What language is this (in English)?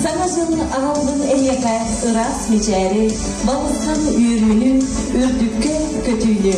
Yakut